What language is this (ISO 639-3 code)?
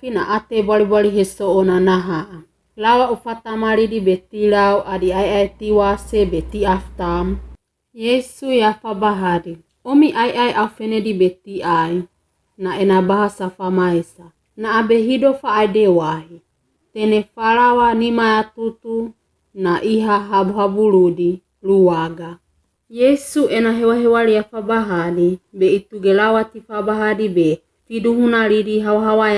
wgb